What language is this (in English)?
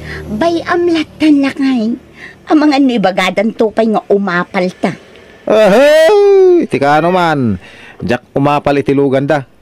Iloko